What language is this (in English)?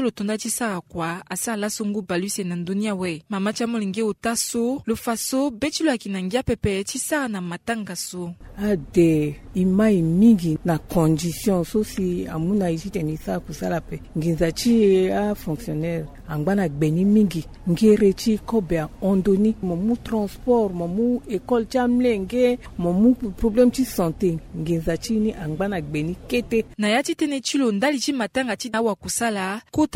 Sango